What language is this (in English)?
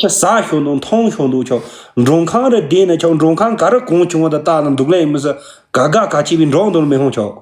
Tibetan